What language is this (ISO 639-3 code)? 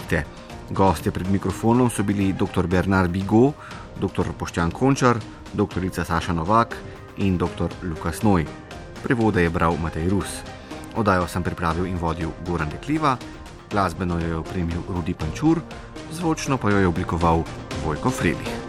slv